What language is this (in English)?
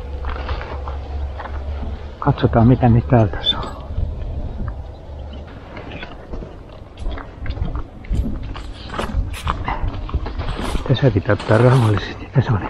Finnish